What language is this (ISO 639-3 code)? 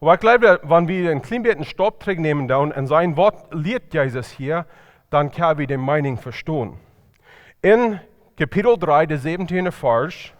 pdt